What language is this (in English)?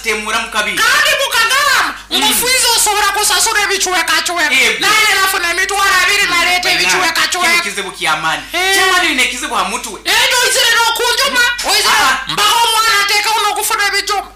Nyoro